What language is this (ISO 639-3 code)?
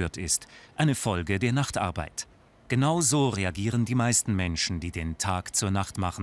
gsw